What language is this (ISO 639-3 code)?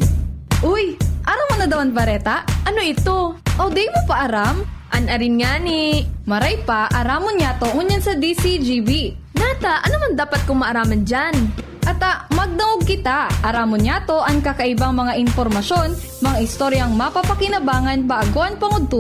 bik